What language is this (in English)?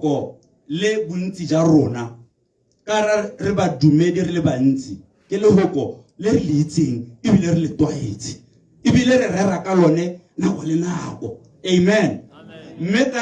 Tswana